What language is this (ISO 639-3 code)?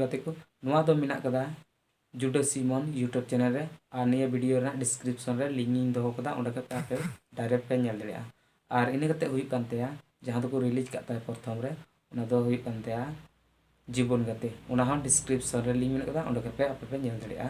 sat